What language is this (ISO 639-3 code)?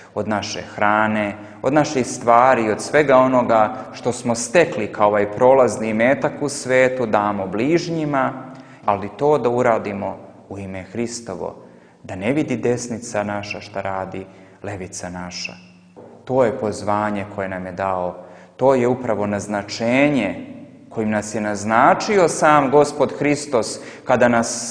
srp